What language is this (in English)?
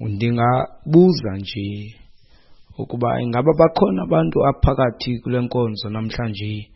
Xhosa